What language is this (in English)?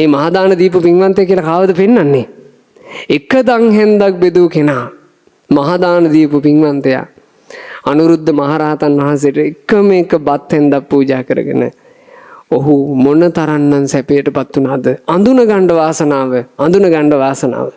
Sinhala